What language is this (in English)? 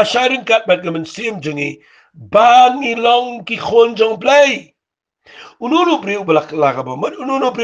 Khasi